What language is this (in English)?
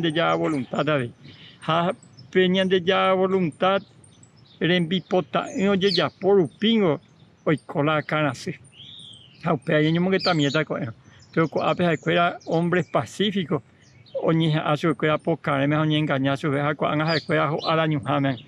Guarani